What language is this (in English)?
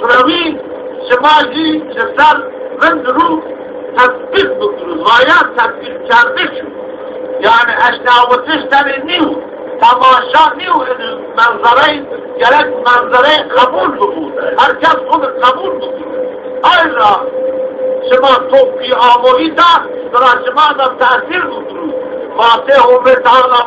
Zaza